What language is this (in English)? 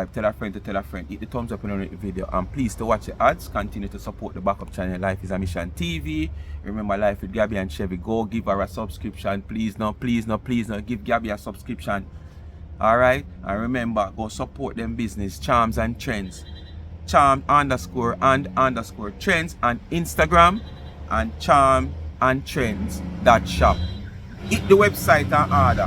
Jamaican Creole English